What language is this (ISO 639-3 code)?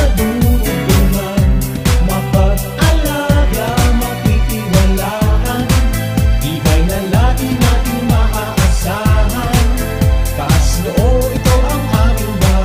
bik